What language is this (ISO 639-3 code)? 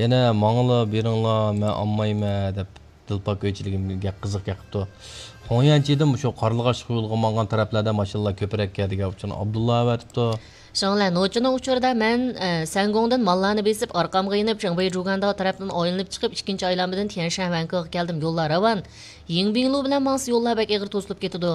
uig